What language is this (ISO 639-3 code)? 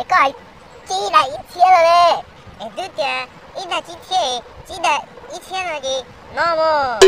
hmn